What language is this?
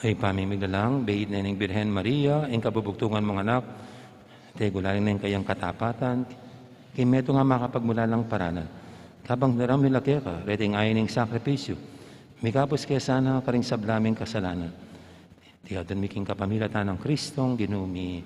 Pampanga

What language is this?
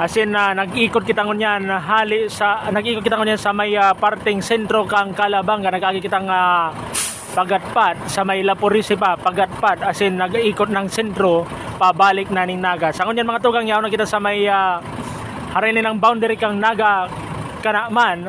Bikol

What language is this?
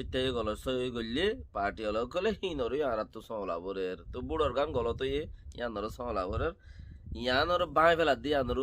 Rohingya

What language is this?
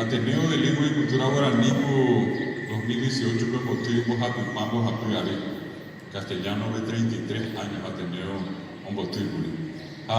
Guarani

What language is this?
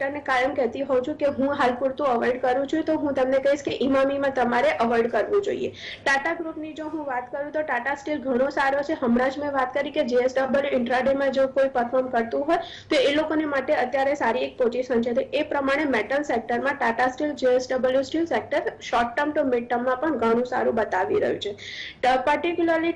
Gujarati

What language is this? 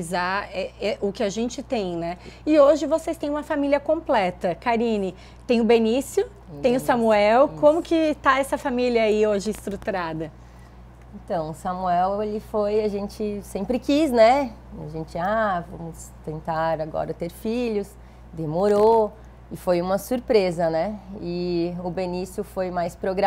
Portuguese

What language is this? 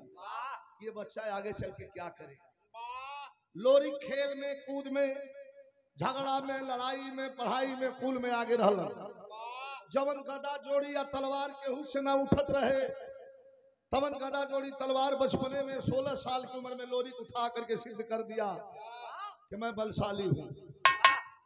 Bhojpuri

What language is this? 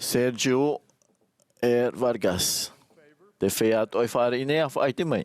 Tahitian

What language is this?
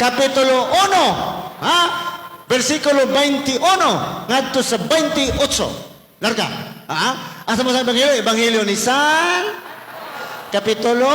Cebuano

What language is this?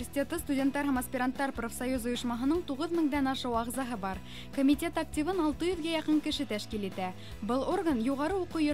Bashkir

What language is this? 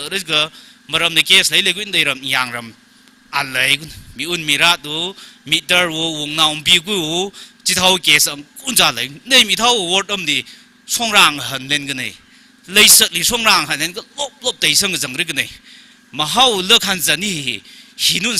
Tangkhul Naga (India)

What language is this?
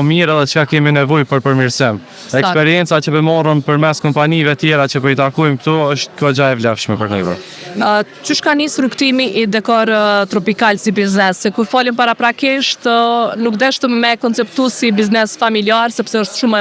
Albanian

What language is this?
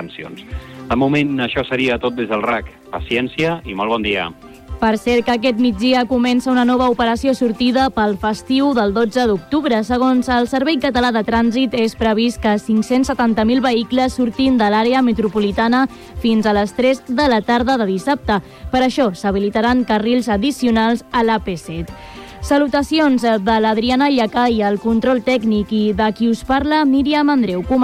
Catalan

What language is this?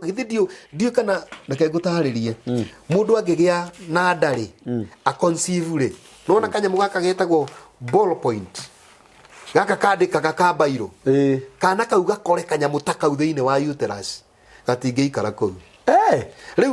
Kikuyu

